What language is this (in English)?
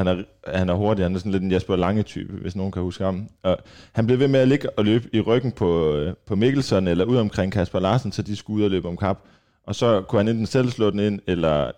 Danish